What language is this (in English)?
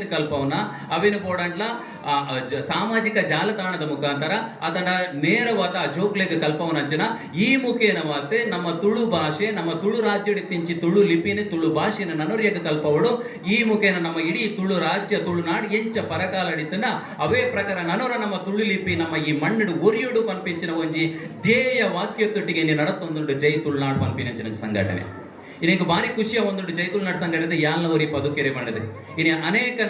Tulu